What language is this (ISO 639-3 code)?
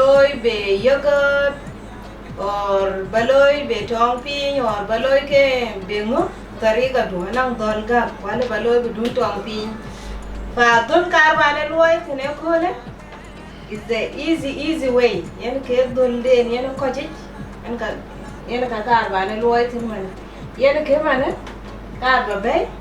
din